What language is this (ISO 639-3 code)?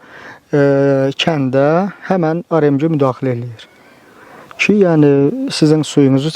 aze